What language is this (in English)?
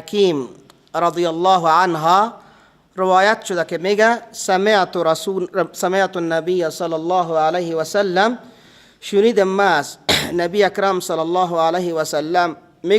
Persian